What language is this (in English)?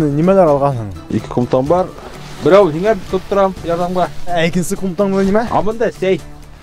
Bashkir